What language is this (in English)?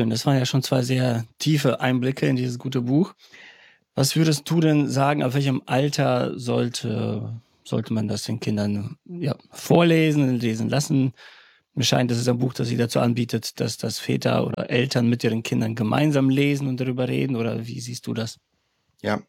German